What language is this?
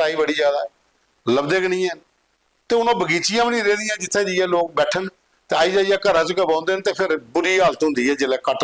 Dogri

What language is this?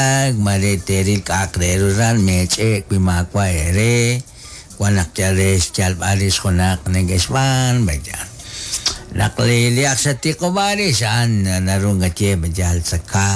Kekchí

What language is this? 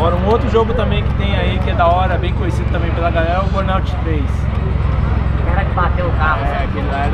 Portuguese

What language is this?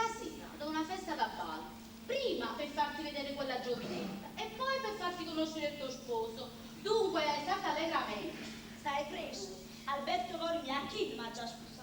Neapolitan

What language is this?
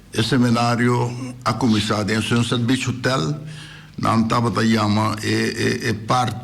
Papiamento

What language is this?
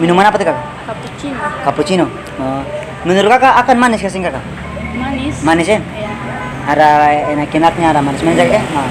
Ambonese Malay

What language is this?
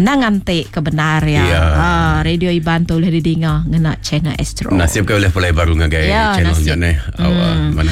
Iban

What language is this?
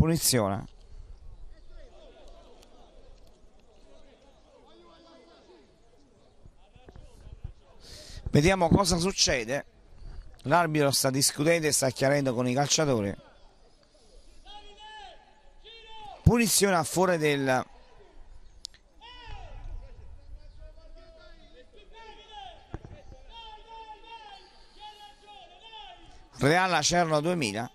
Italian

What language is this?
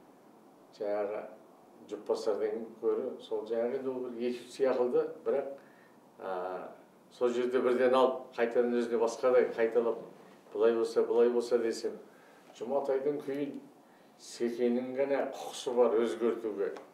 Kazakh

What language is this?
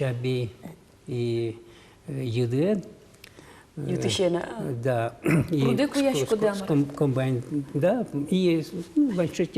Udmurt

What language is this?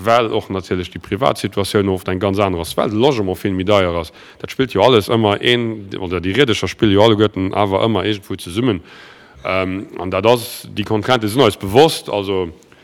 Luxembourgish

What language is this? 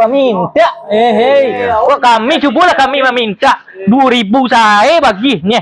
Minangkabau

